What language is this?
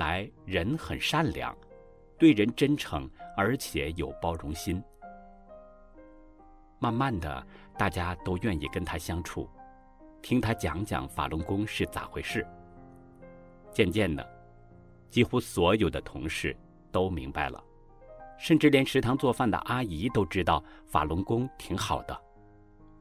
Chinese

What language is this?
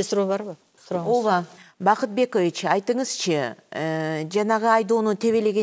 Kyrgyz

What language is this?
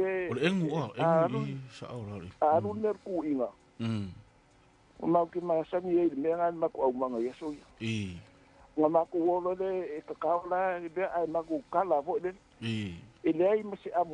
Samoan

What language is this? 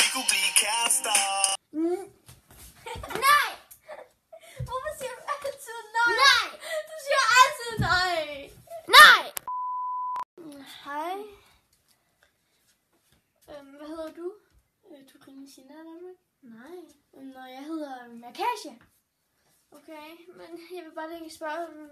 Danish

